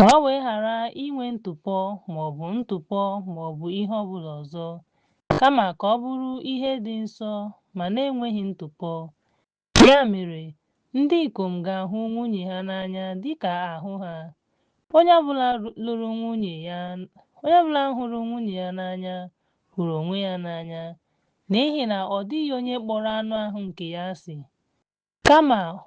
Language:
Igbo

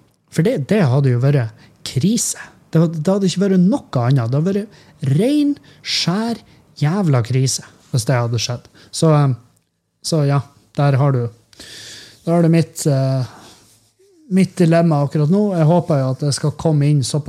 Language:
Norwegian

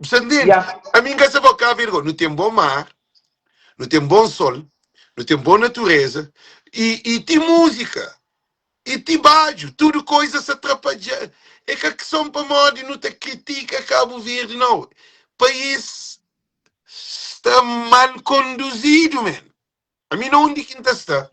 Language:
Kabuverdianu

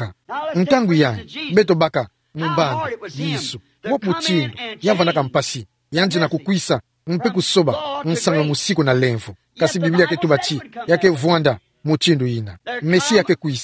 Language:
Kituba (Democratic Republic of Congo)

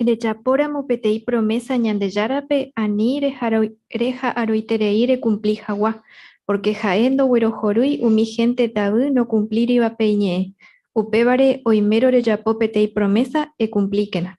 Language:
Guarani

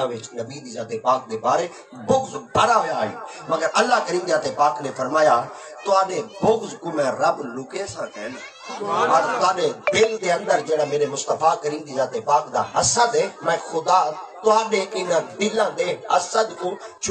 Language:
Saraiki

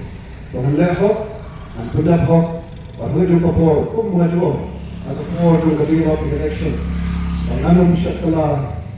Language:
Khasi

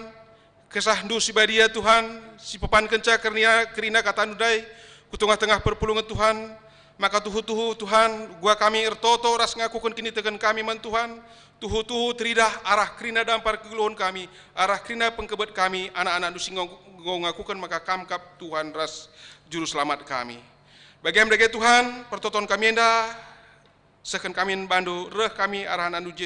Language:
Batak Karo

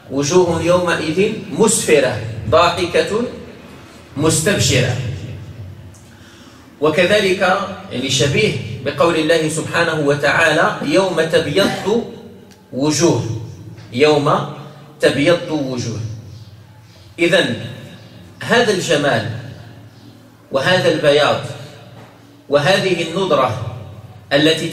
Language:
Arabic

